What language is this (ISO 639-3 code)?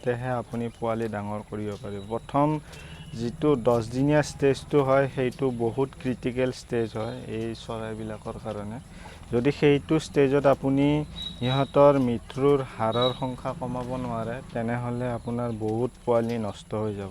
asm